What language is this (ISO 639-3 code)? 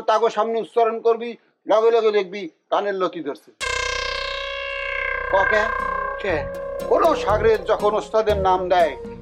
ben